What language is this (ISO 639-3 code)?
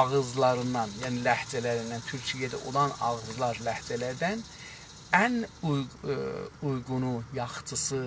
azb